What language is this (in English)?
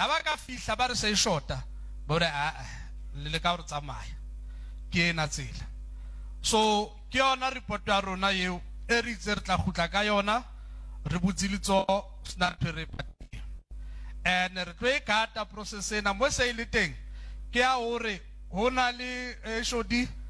Southern Sotho